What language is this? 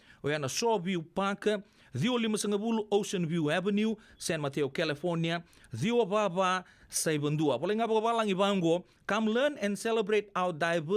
Fijian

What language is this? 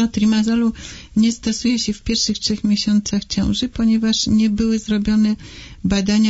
Polish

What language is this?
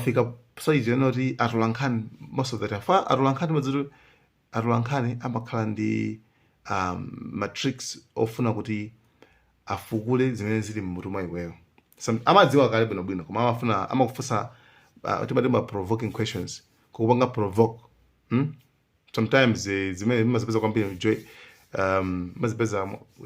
Nyanja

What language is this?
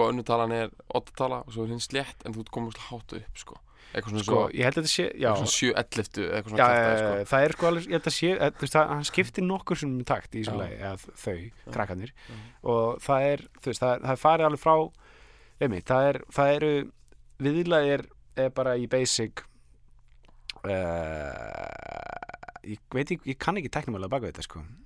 Icelandic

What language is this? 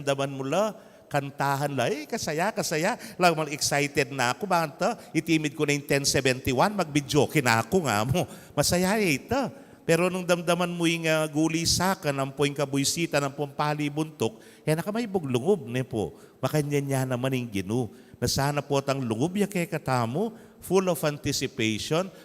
Pampanga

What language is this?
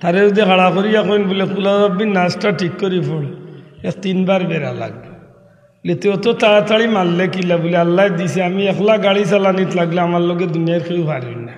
Sylheti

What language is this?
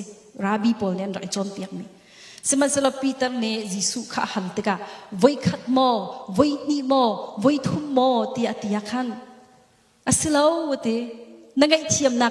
Hakha Chin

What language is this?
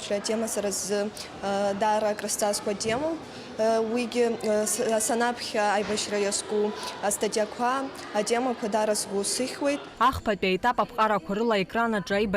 Abkhazian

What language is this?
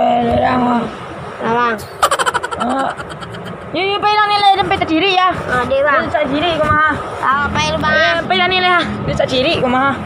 Minangkabau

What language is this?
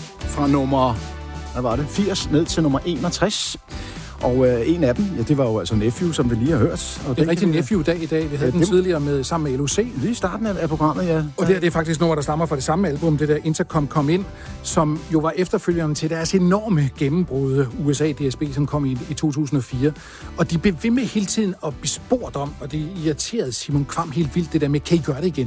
Danish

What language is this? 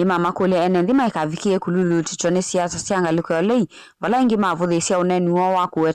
Kamba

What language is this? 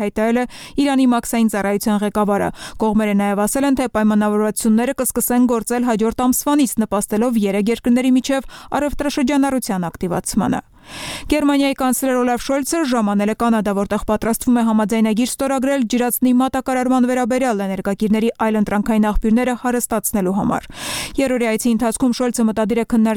Armenian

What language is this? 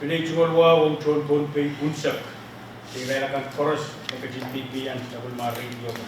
Pohnpeian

